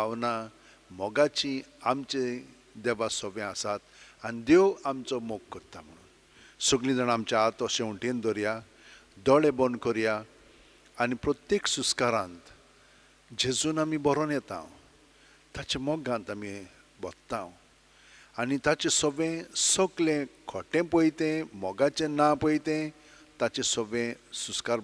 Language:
Konkani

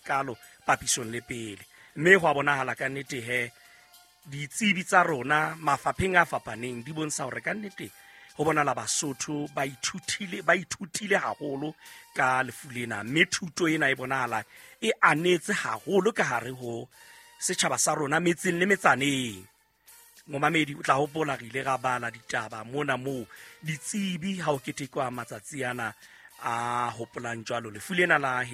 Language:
Southern Sotho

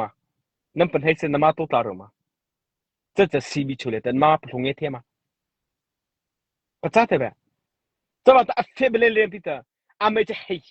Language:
Mara Chin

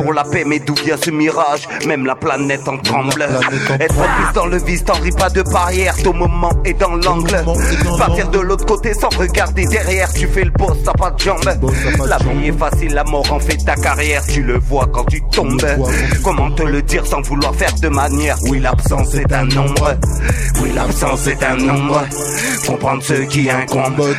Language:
French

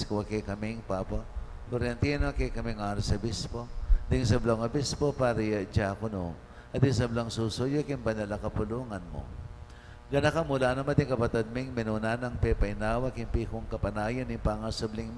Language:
Pampanga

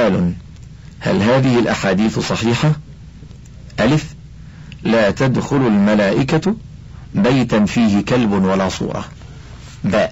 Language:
Arabic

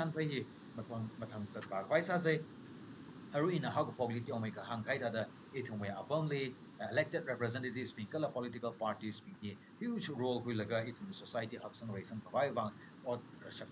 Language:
Tangkhul Naga (India)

